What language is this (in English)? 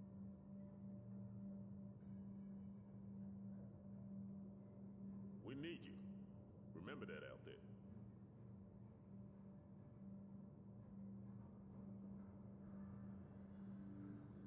English